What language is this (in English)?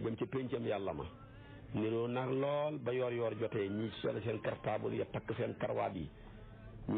Wolof